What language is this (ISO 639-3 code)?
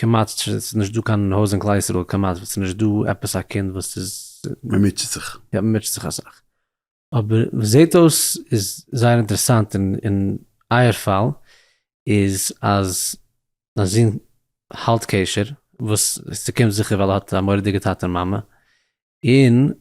yid